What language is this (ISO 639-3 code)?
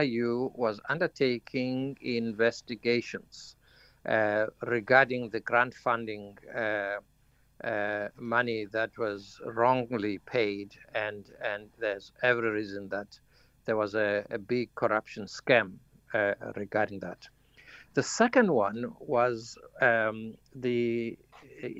eng